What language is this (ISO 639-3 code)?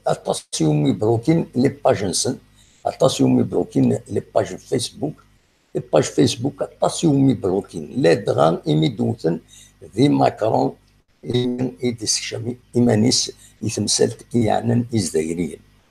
kab